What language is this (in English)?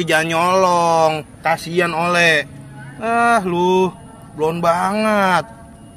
Betawi